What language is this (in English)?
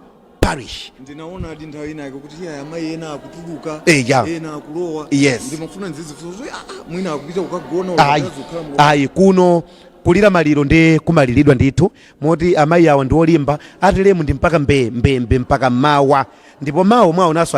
Nyanja